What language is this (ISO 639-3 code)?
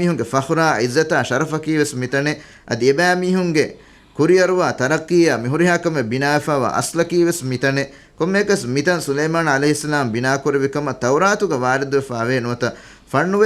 div